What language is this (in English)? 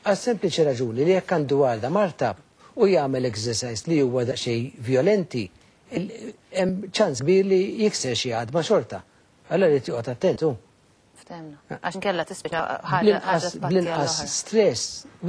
Maltese